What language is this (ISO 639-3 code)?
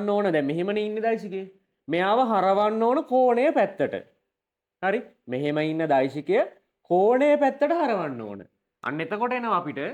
sin